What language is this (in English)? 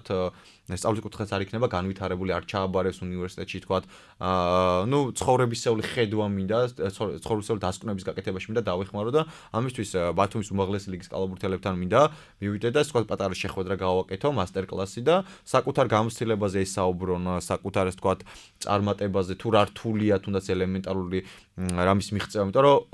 Georgian